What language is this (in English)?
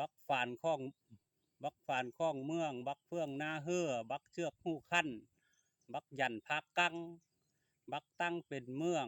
Lao